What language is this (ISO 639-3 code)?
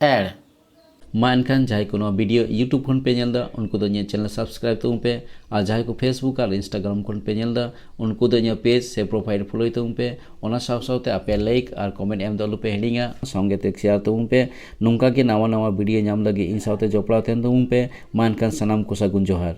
sat